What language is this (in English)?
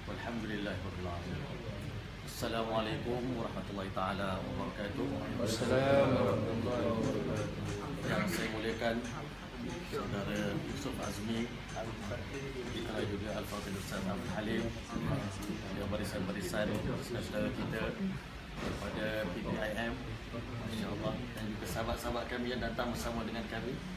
Malay